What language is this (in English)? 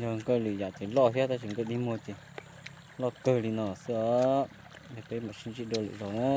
Hmong